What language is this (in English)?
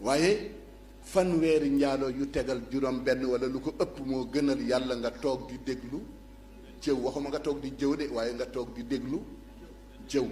Wolof